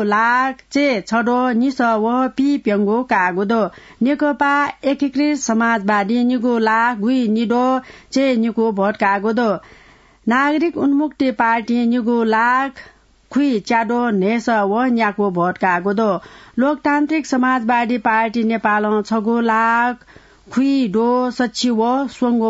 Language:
Newari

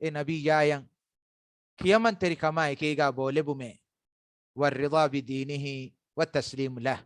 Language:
Divehi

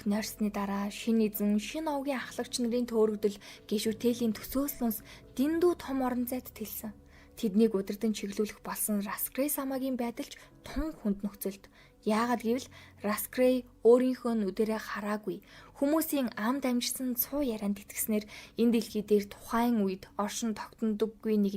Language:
Mongolian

